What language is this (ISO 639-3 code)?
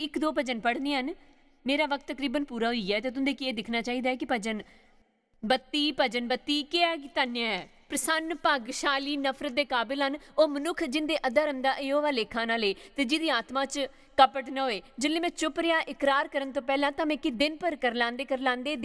doi